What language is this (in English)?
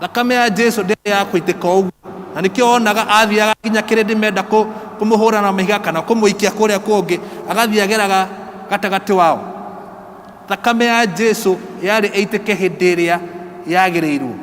Kikuyu